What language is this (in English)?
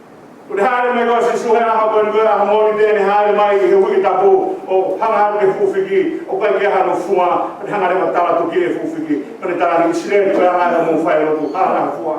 Tongan